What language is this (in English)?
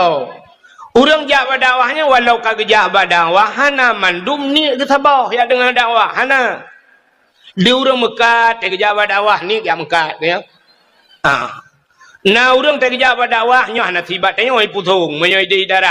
Achinese